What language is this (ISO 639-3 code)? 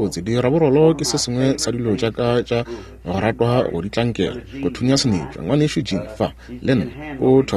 nso